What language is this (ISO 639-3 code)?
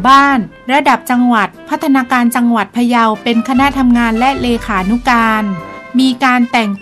tha